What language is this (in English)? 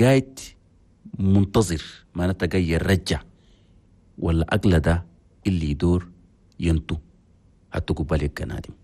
Chadian Arabic